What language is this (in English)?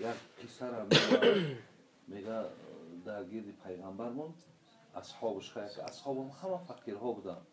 Tajik